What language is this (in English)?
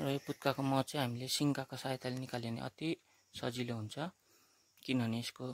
Nepali